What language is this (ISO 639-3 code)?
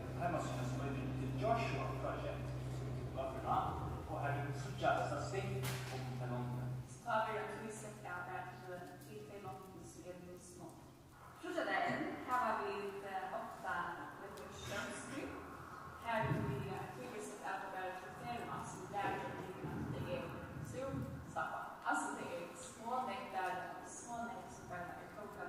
fao